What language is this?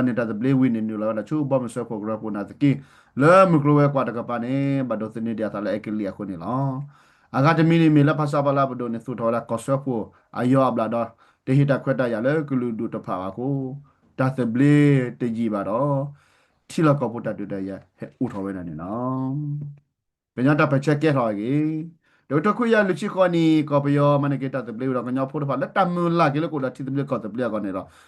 S'gaw Karen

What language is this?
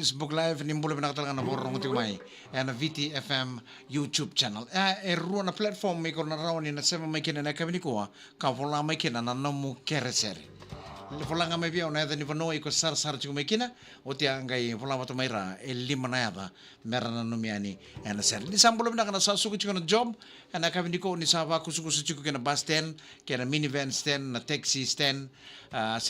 Fijian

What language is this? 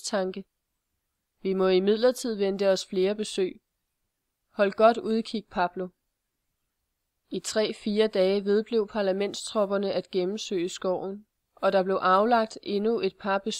Danish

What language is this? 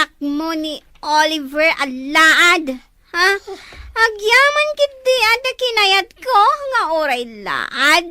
Iloko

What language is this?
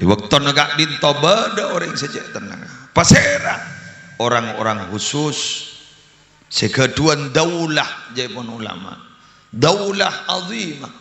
Madurese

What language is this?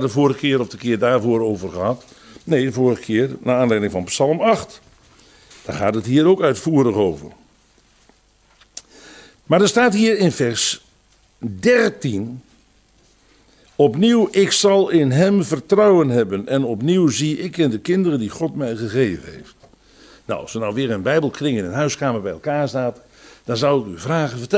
Dutch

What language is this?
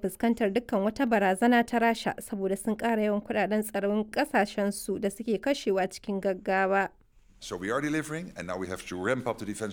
Hausa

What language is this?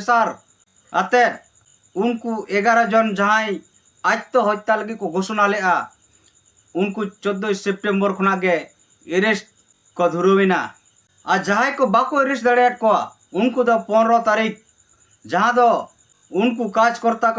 Santali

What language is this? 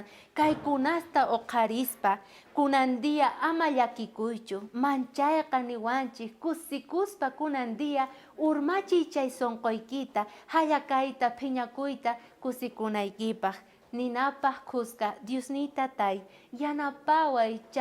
South Bolivian Quechua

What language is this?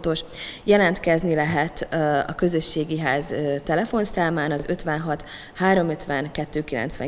Hungarian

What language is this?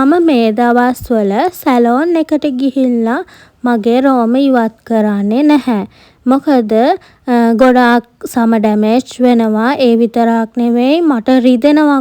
Sinhala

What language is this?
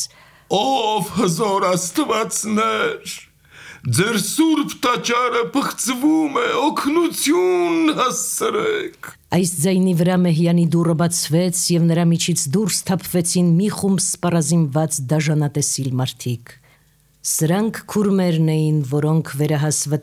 Armenian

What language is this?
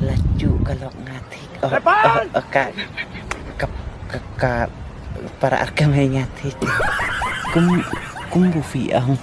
Khasi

